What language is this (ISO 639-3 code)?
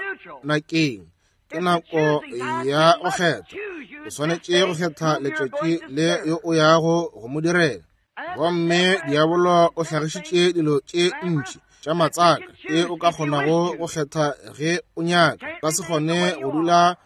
nso